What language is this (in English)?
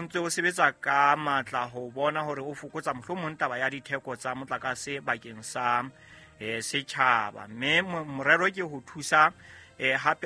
Southern Sotho